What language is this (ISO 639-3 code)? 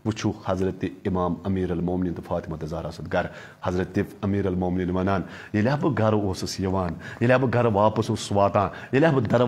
kas